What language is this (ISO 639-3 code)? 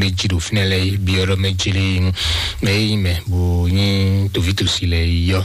fon